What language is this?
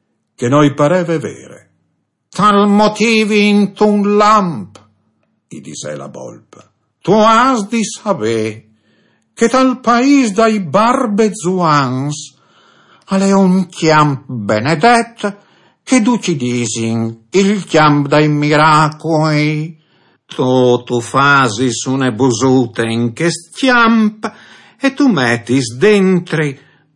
Friulian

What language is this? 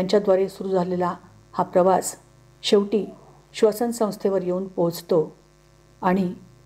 Marathi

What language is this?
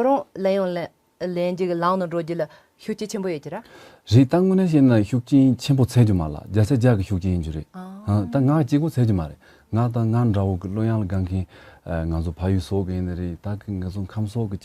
Tibetan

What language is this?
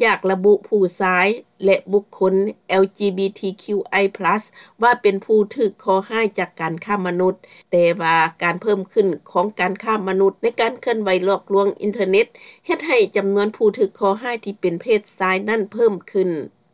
Lao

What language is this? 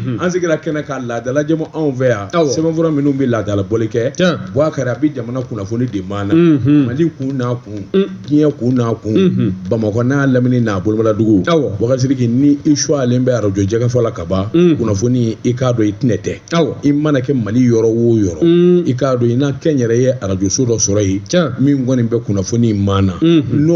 Bambara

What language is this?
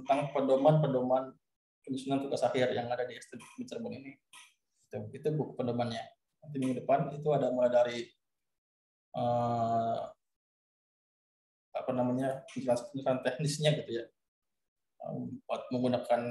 Indonesian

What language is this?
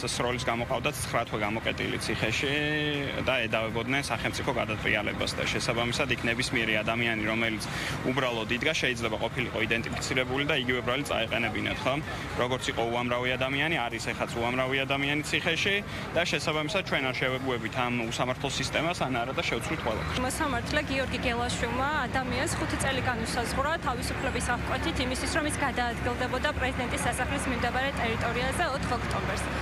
Georgian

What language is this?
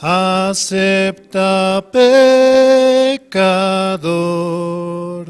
Aymara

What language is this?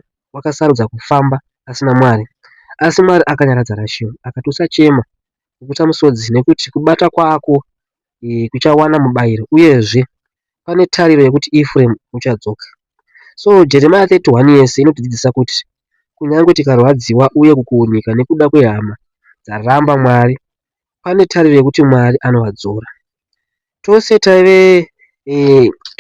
Shona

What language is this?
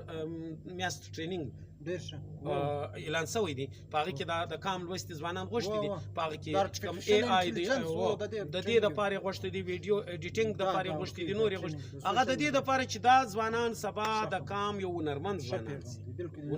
Pashto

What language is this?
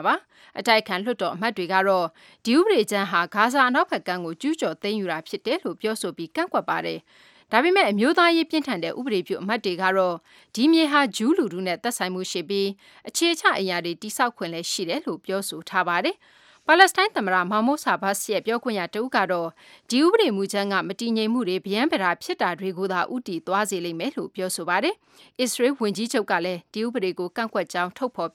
Burmese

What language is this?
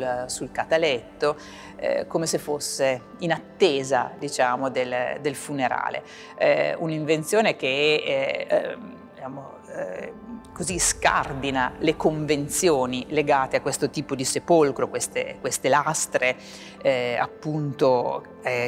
Italian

